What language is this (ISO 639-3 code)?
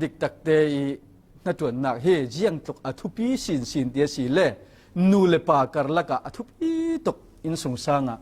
cfm